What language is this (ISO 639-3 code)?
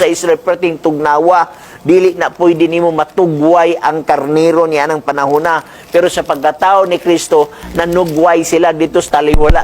ceb